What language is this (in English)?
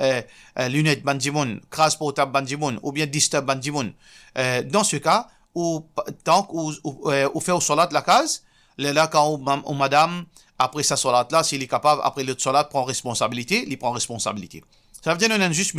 Morisyen